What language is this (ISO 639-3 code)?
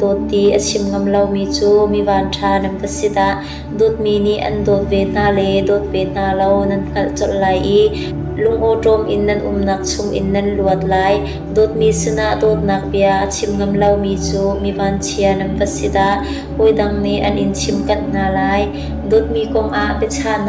cnh